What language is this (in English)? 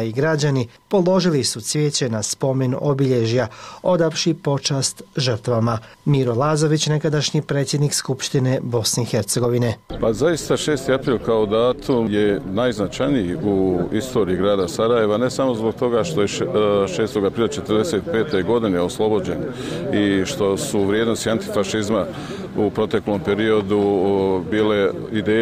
Bosnian